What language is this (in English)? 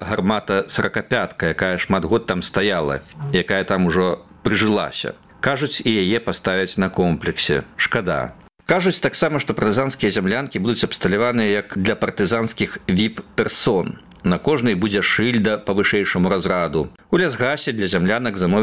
Belarusian